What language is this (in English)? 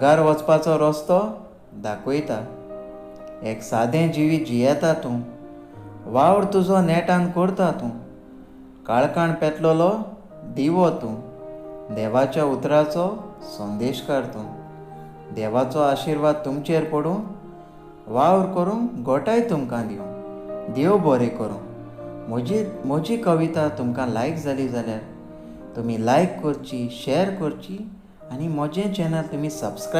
Konkani